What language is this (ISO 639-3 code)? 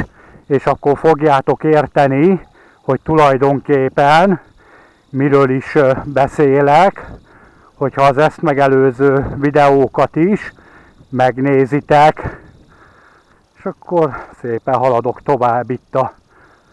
hun